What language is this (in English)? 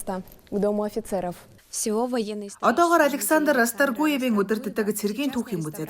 Mongolian